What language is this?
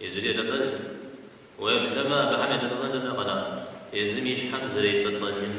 Kabardian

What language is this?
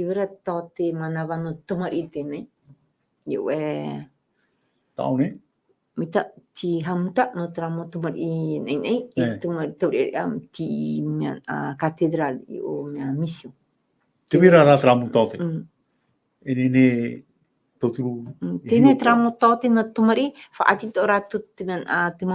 Tahitian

